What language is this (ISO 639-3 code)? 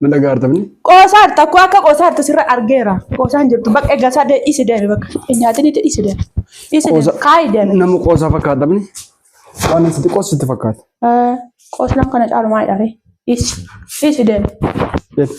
orm